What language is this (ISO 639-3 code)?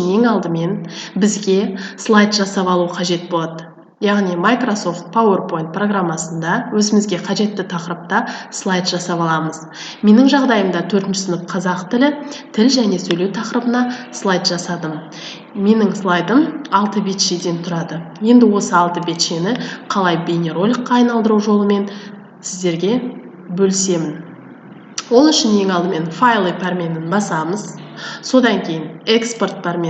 kaz